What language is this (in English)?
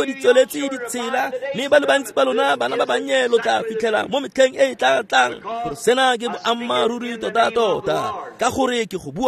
Tswana